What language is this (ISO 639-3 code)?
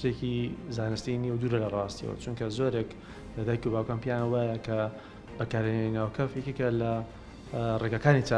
ckb